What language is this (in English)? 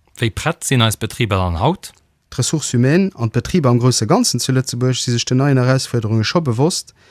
Luxembourgish